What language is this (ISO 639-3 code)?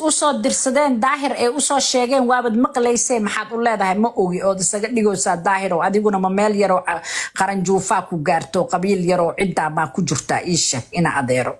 som